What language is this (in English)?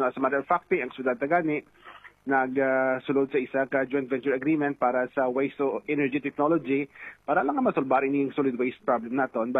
Hiligaynon